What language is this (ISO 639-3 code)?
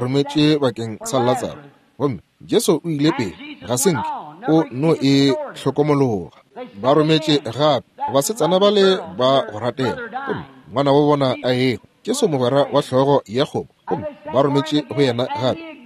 nso